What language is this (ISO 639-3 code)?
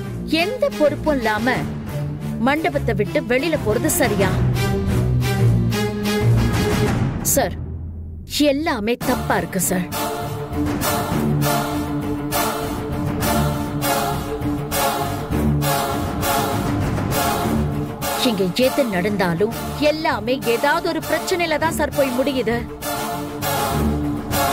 tam